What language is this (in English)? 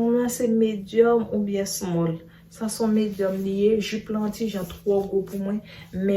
Haitian Creole